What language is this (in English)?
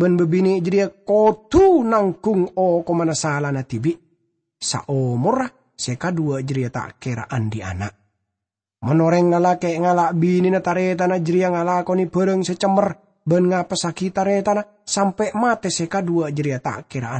Madurese